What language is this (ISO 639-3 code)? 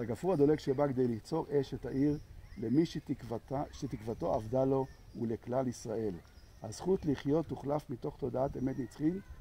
heb